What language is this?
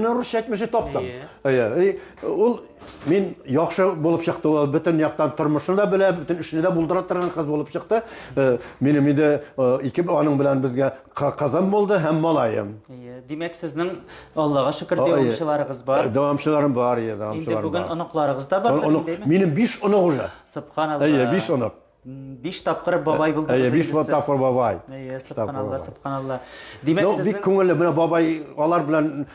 Tatar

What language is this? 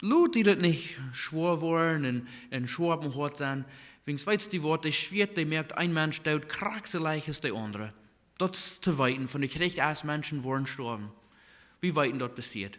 Plautdietsch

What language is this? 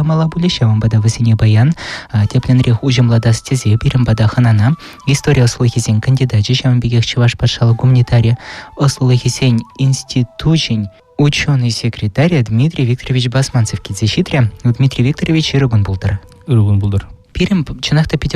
Chuvash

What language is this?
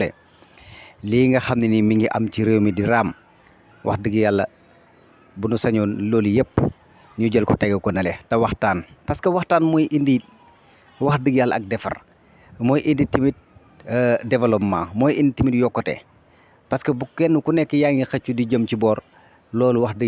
Wolof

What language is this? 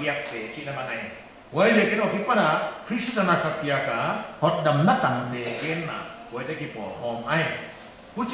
Paite Chin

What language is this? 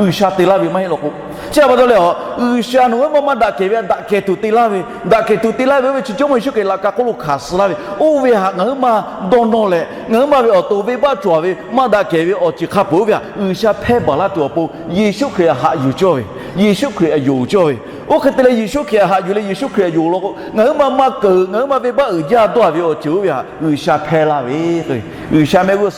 Lahu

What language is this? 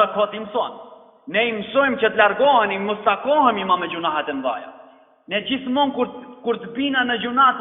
Albanian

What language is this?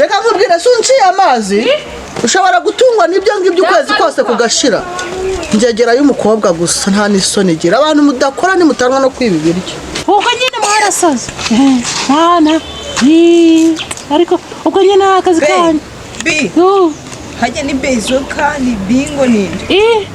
Kinyarwanda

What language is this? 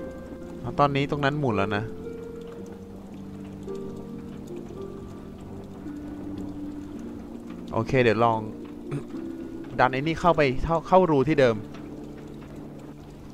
Thai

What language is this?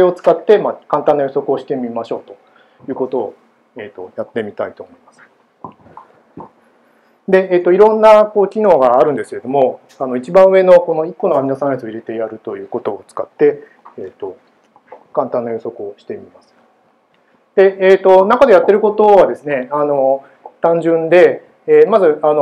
Japanese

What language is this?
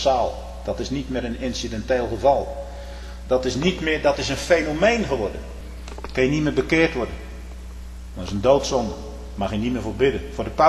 Dutch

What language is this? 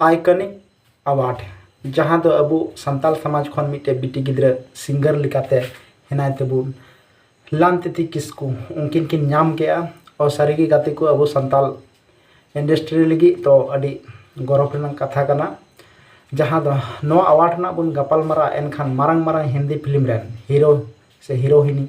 Santali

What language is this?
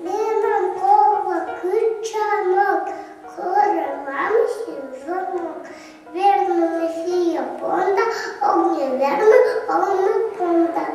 Komi-Permyak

